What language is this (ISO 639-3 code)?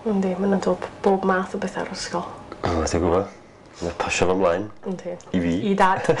cym